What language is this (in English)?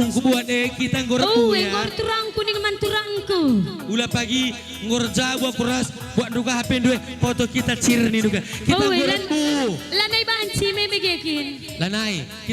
Batak Karo